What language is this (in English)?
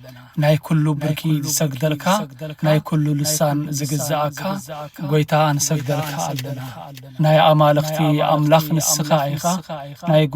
Tigrinya